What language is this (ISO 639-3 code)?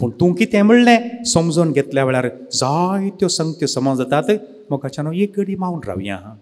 kok